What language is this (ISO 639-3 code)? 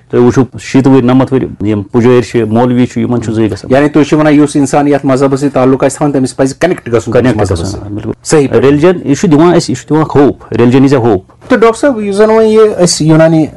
kas